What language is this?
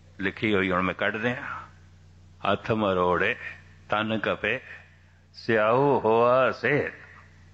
Punjabi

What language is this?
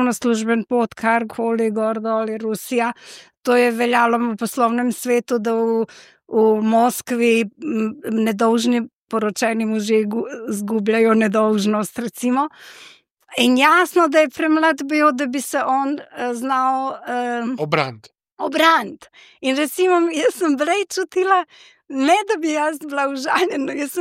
Slovenian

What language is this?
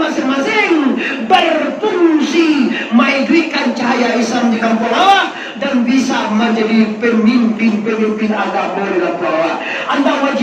Minangkabau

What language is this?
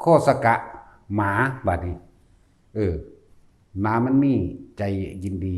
Northeastern Thai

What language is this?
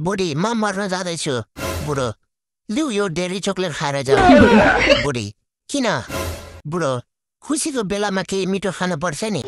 Nepali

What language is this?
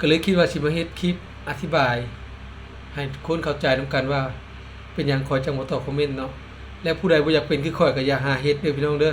Lao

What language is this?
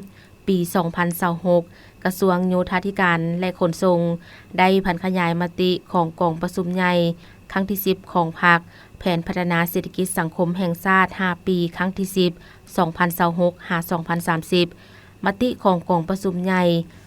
Lao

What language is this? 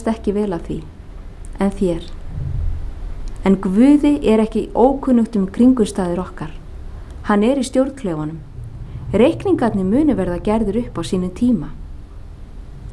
Icelandic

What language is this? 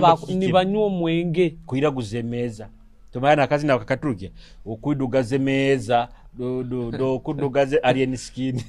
Nyoro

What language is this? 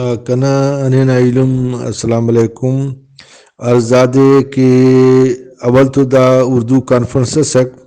Brahui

